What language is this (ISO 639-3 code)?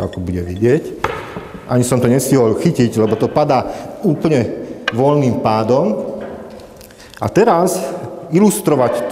slk